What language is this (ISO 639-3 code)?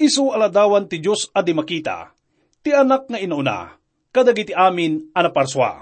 ilo